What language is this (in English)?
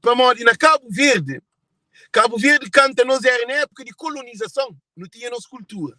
Kabuverdianu